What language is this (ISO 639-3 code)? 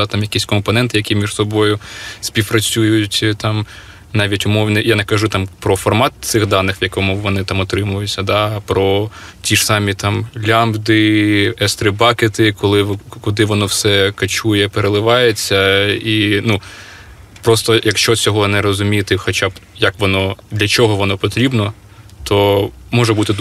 ukr